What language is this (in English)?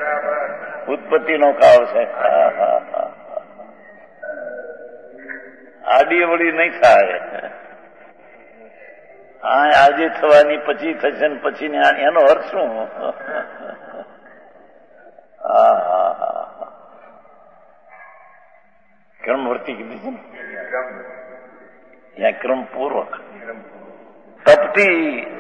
Gujarati